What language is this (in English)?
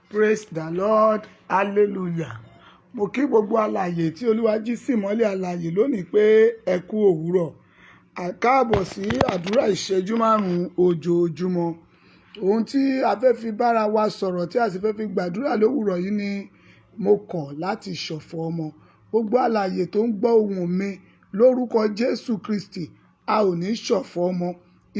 Yoruba